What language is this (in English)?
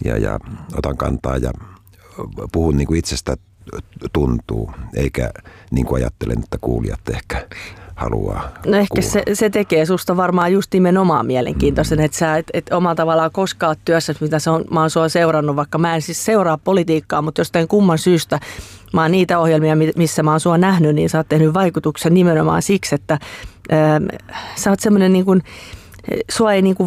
Finnish